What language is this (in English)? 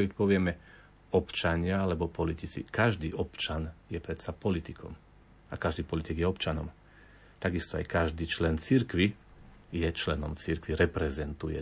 Slovak